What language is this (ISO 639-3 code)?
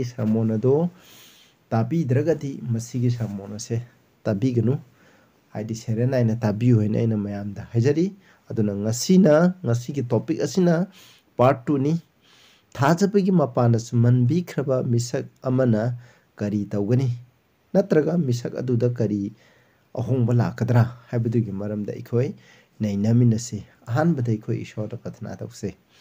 mni